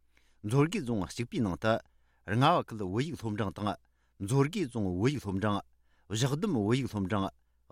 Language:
Tibetan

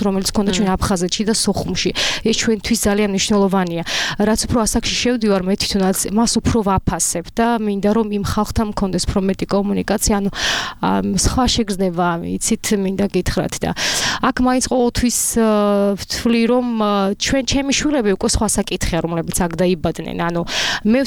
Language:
Georgian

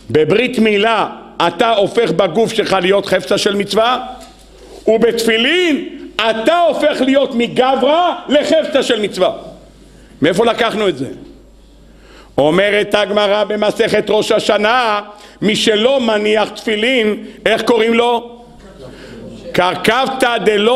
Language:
Hebrew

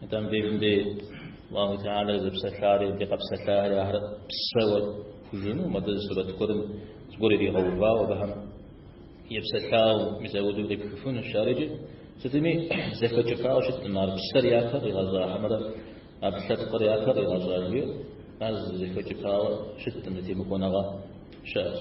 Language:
Kabardian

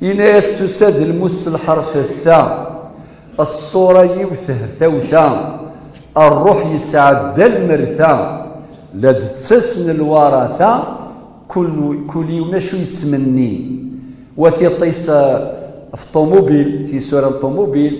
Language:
Kabyle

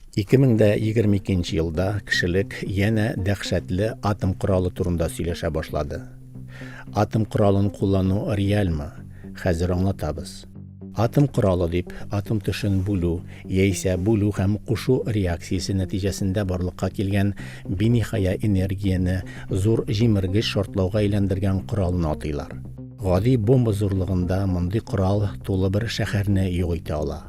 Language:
Tatar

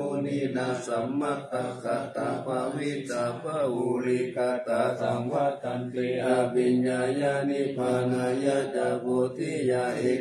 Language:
Pali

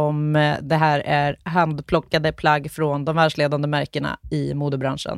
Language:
Swedish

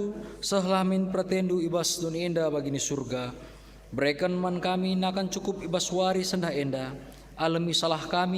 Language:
Batak Karo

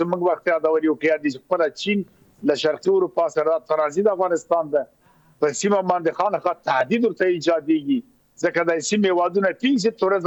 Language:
Pashto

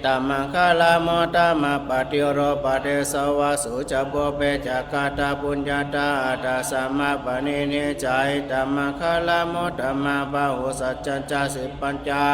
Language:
Pali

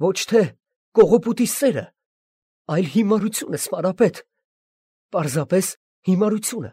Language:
Armenian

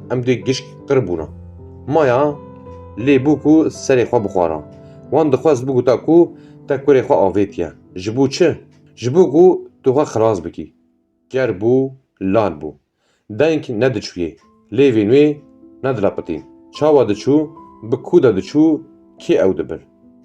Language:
Kurdish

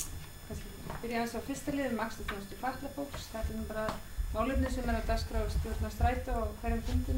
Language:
Icelandic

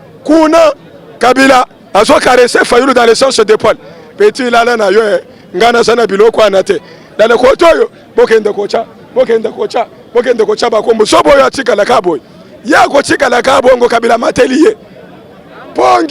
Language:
Lingala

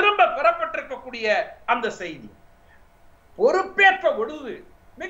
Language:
Tamil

